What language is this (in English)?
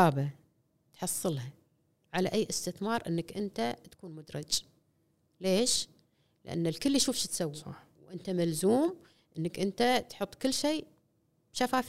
Gulf Arabic